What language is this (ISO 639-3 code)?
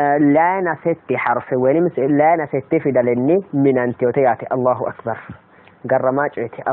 sid